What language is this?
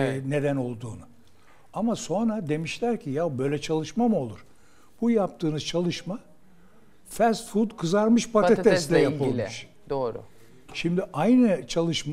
Turkish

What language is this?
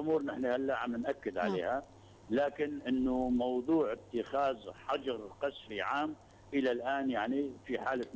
North Levantine Arabic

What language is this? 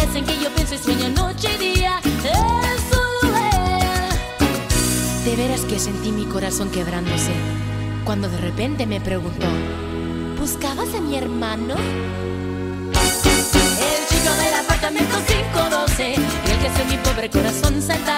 Spanish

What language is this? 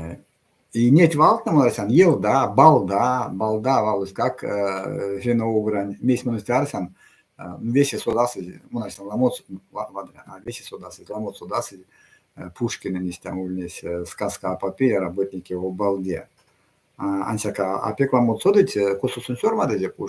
Erzya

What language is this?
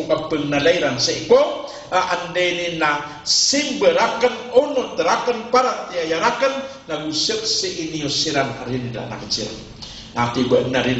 Maranao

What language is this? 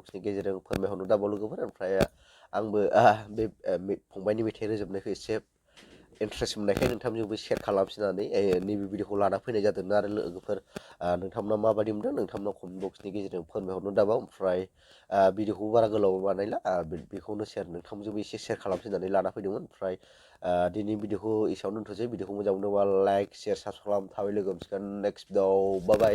Bodo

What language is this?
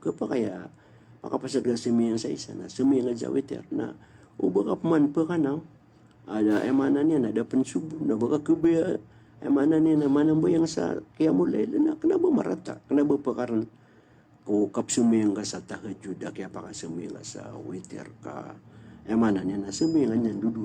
Maranao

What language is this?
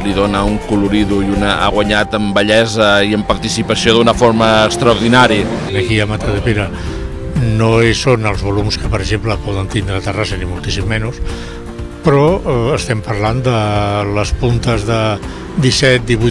Catalan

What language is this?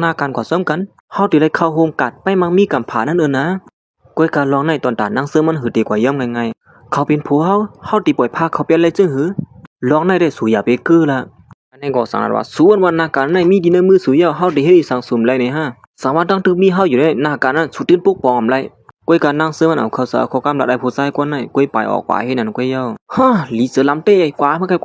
Shan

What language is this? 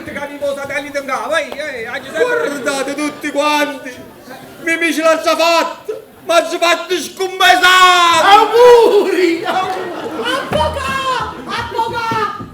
Neapolitan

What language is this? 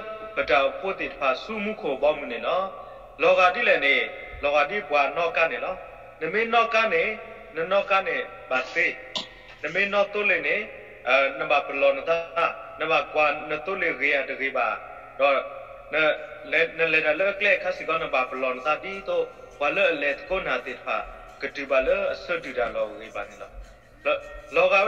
S'gaw Karen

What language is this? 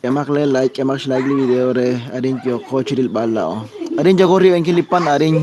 Kekchí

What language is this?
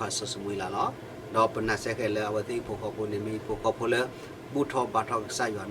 S'gaw Karen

